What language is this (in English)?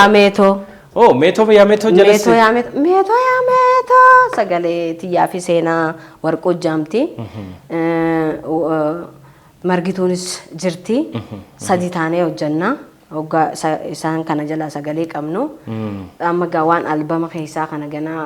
Oromo